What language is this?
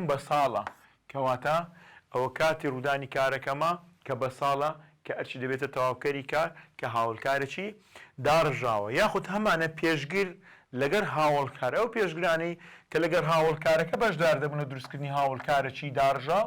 Central Kurdish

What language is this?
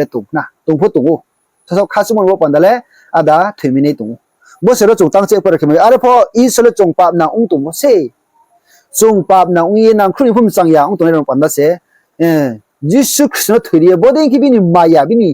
Riang (India)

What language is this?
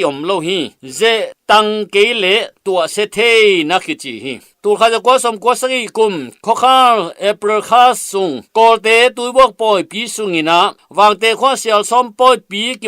Tedim Chin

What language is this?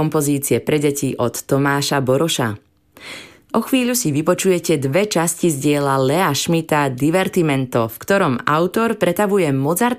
Slovak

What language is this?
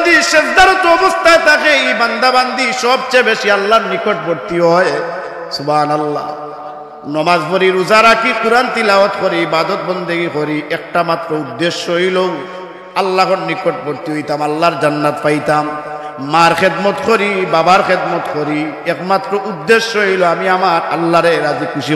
Sylheti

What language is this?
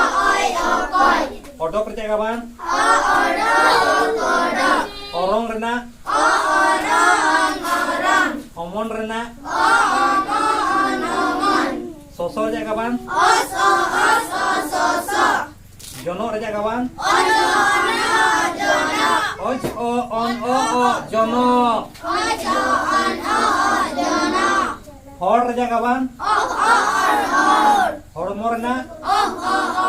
Santali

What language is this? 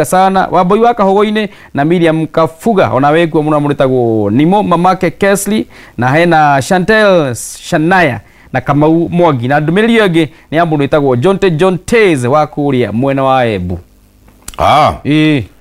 Kikuyu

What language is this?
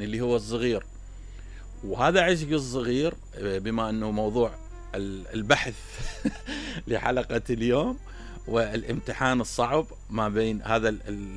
Mesopotamian Arabic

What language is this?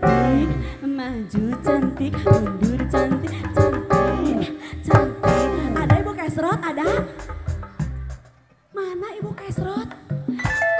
Indonesian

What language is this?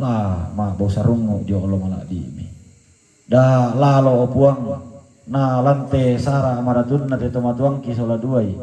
Toraja-Sa'dan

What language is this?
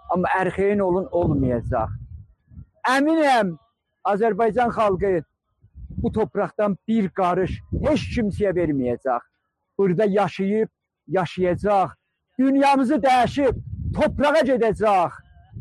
South Azerbaijani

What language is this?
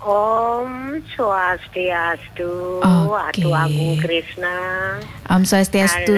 Balinese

